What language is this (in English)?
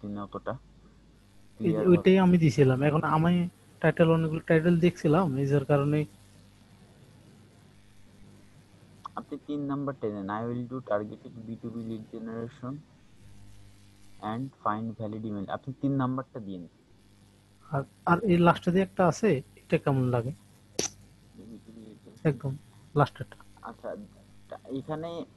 Bangla